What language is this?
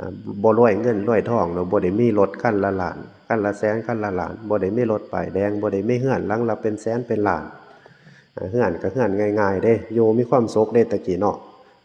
Northeastern Thai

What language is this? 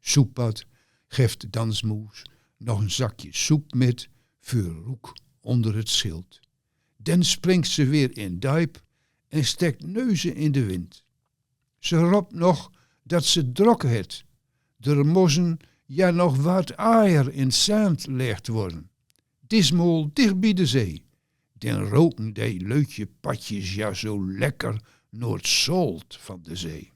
Gronings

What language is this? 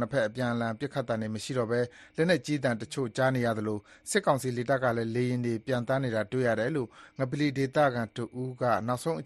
Burmese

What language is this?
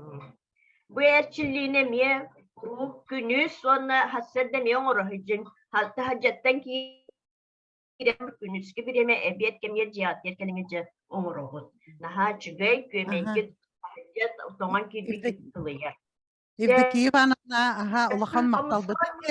Yakut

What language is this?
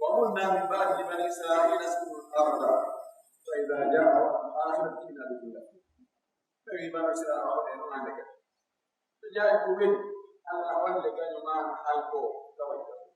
Pular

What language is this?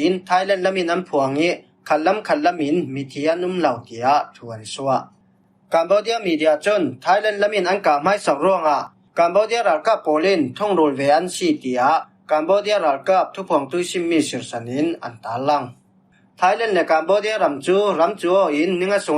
Falam Chin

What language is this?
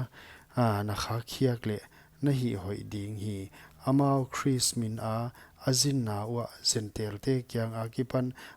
Paite Chin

